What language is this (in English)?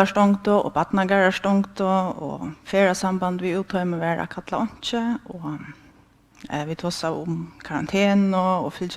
Faroese